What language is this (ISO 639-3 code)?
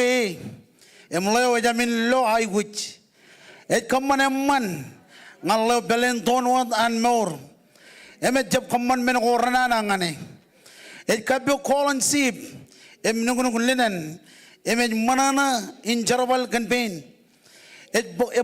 mah